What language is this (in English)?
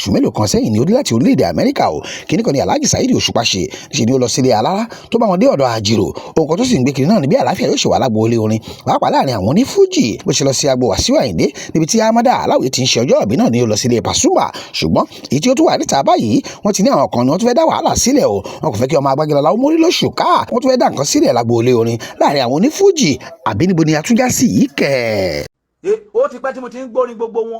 Yoruba